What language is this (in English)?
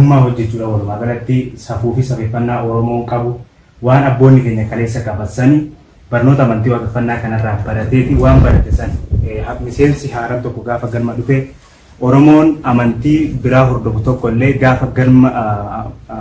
Oromo